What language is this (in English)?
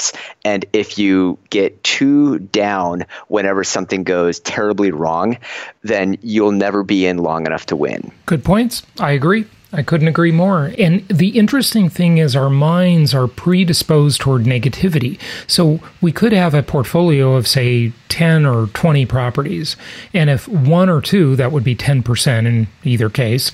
English